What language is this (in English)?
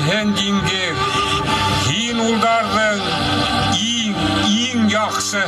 Bashkir